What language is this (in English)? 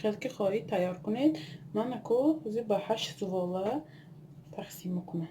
Tajik